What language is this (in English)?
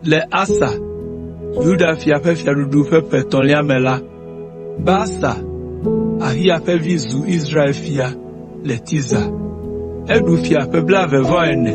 Ewe